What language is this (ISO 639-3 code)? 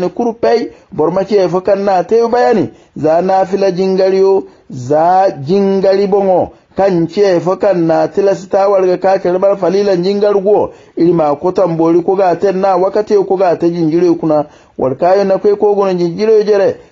hau